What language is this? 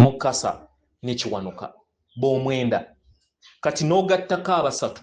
Ganda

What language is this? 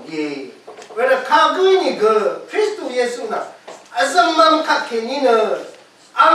Rawang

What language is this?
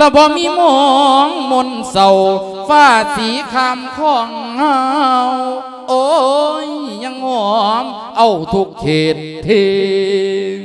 Lao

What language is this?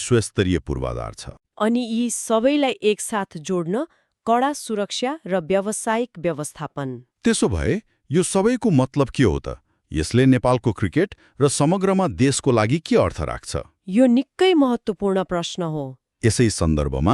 Nepali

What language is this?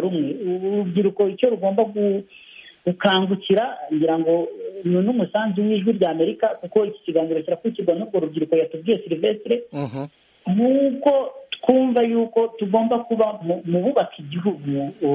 Kinyarwanda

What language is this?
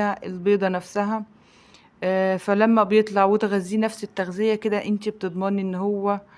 Egyptian Arabic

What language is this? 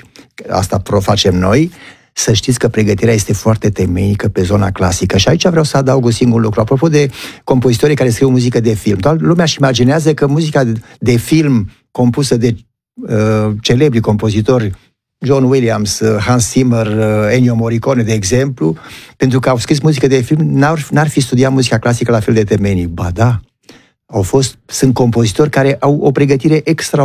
Romanian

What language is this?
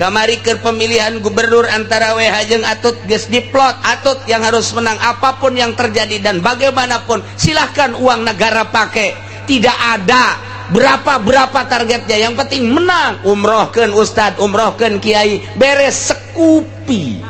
Sundanese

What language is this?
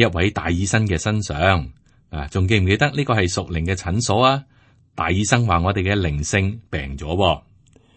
Cantonese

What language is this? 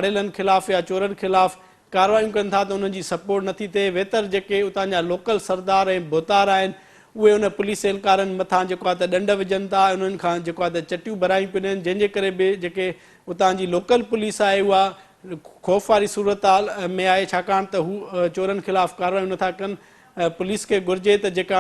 Sindhi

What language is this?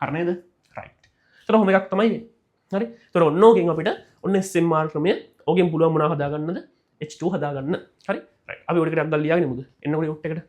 Sinhala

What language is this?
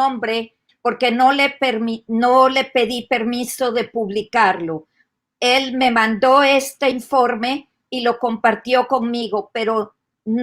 Ladino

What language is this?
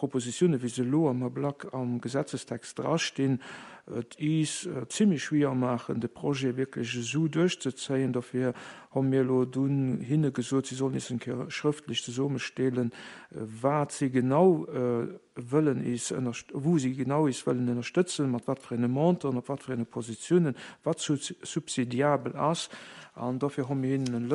Luxembourgish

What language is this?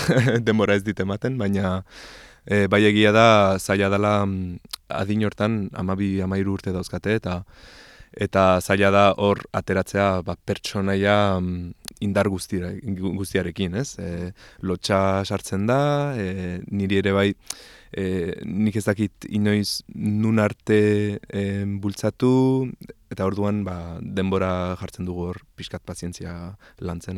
Basque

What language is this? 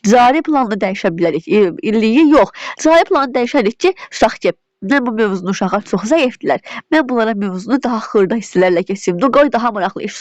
Azerbaijani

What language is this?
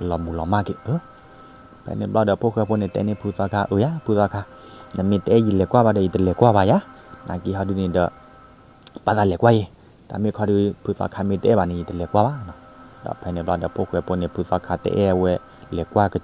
S'gaw Karen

